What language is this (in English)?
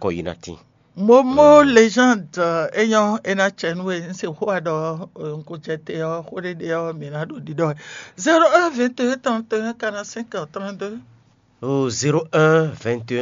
Fon